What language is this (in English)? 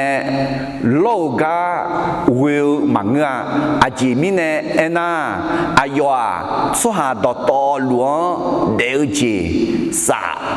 Akha